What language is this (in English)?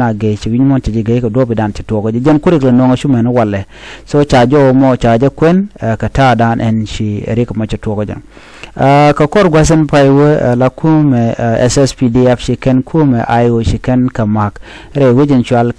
Nuer